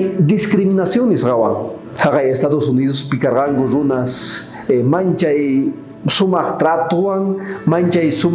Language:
South Bolivian Quechua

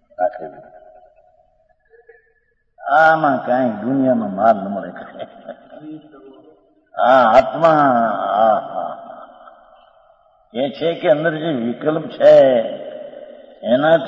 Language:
Gujarati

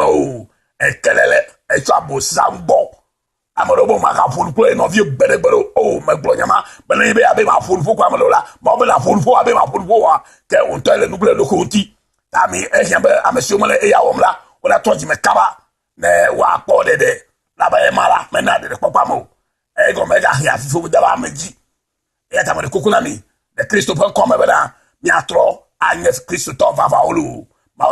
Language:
Ewe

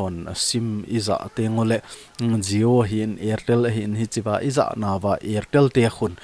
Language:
Thado Chin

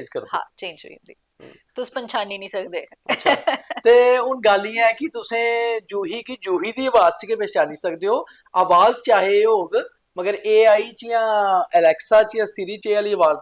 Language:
Dogri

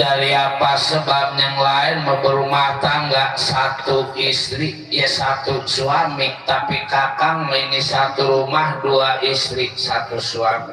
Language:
Betawi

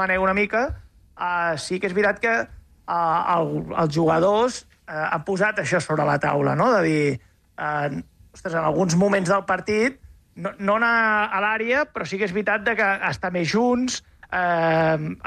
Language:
Catalan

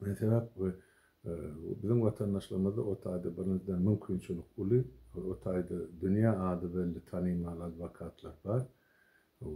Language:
Turkmen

